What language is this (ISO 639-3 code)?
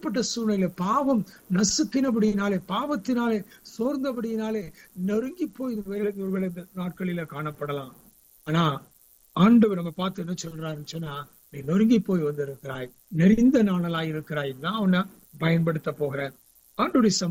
tam